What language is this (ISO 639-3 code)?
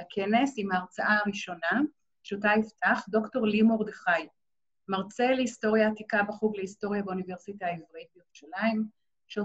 heb